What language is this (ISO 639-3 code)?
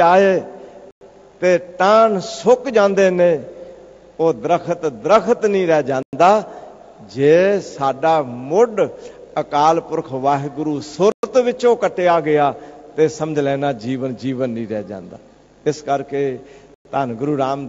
pan